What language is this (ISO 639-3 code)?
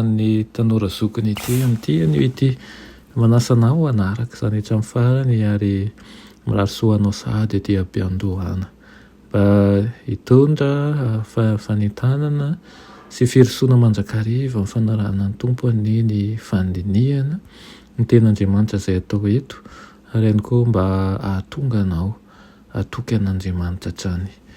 mlg